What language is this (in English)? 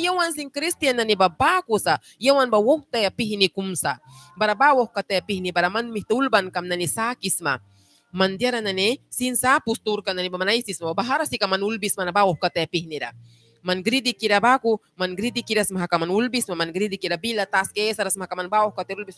Mískito